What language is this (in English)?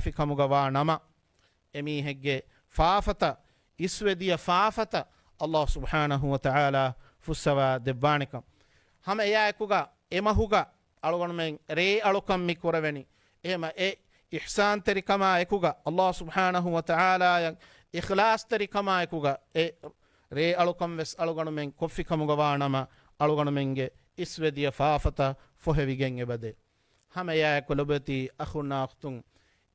Divehi